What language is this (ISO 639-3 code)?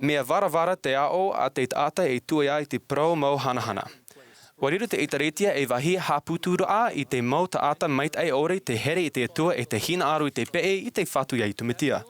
tah